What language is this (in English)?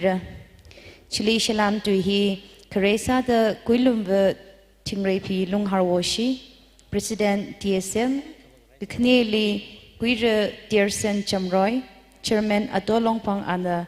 Tangkhul Naga (India)